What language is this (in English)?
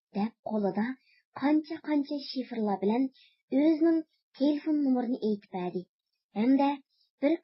Uyghur